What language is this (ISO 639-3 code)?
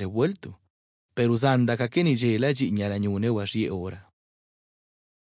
spa